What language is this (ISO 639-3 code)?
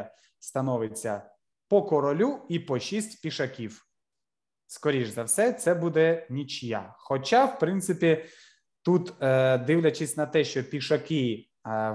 ukr